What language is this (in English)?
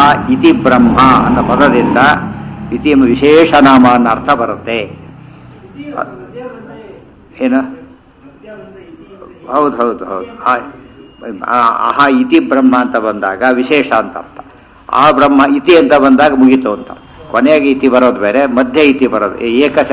Kannada